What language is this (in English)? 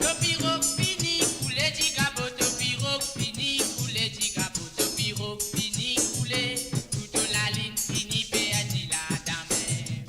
Morisyen